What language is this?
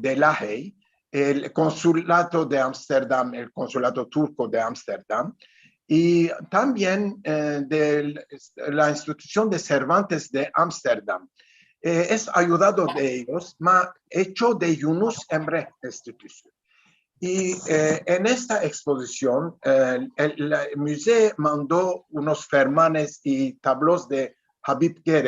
Ladino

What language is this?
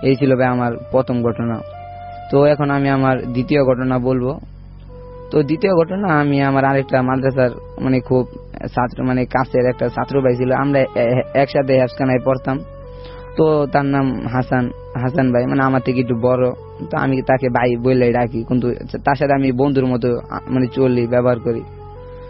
Bangla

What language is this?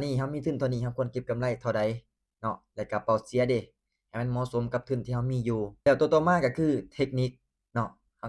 Lao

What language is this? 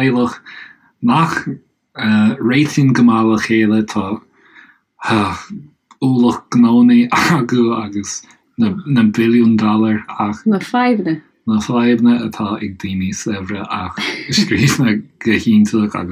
Irish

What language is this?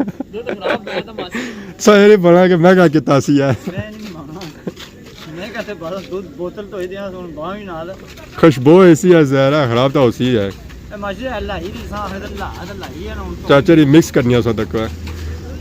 Pahari-Potwari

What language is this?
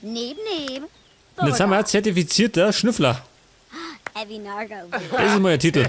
Bavarian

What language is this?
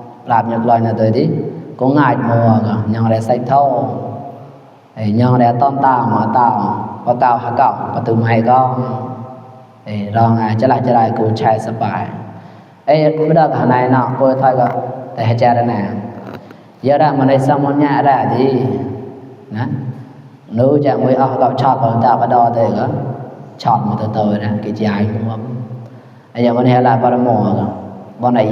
Mon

